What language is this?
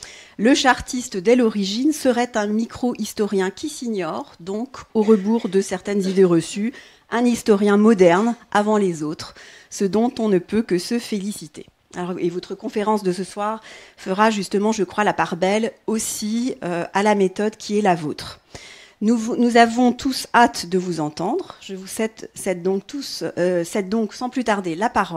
French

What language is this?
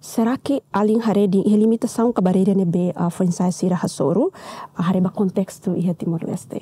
Tetum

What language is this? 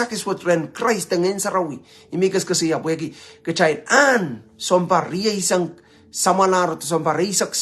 Pohnpeian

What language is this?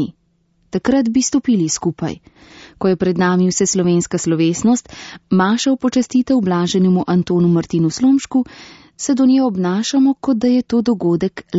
Slovenian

